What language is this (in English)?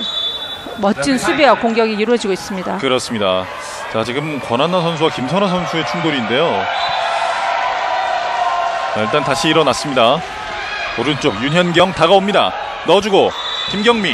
Korean